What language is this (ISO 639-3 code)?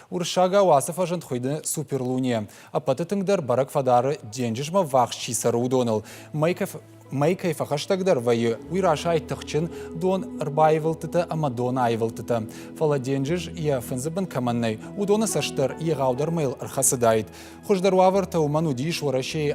oss